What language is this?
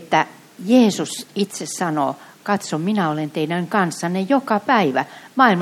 Finnish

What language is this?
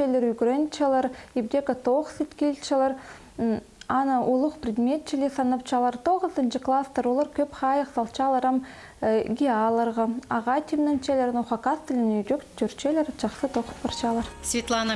Khakas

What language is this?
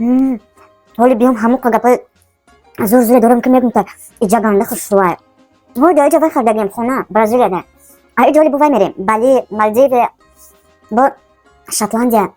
Tajik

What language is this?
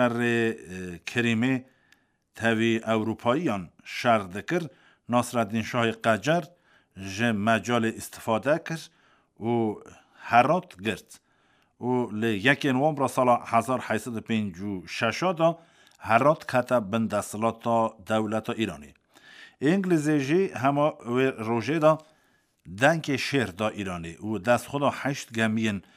Kurdish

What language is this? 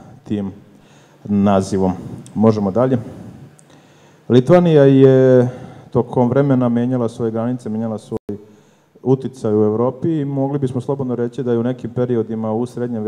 Serbian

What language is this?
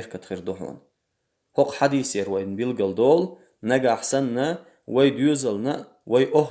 Chechen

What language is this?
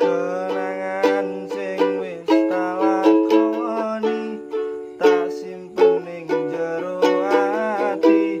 Javanese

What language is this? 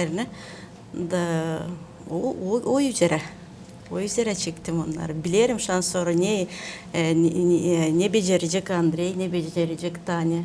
Gagauz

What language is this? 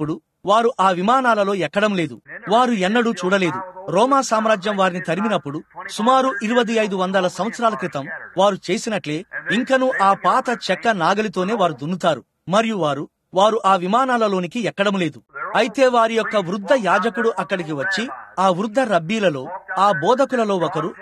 Telugu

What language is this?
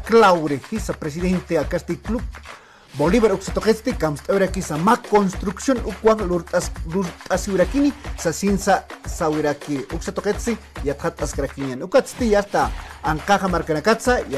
Aymara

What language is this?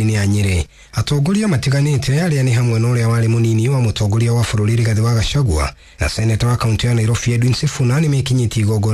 Kikuyu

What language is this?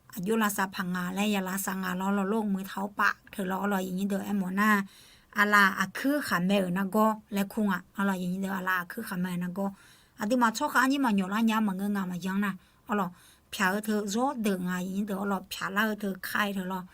Akha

